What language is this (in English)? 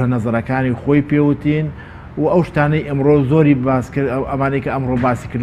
Central Kurdish